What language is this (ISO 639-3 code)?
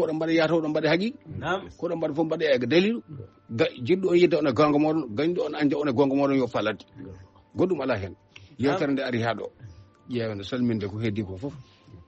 ful